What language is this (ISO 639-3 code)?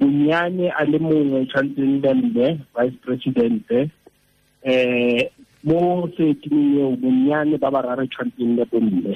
tsn